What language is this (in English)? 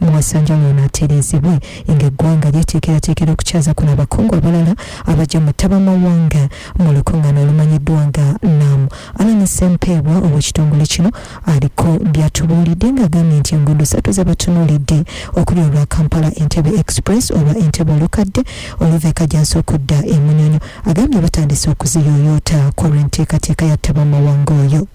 Ganda